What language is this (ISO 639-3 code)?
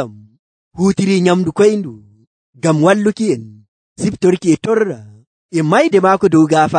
fuv